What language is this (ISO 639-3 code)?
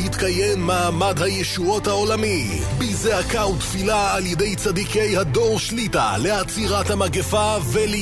heb